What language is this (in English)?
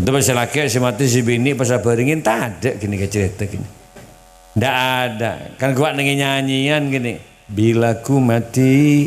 Madurese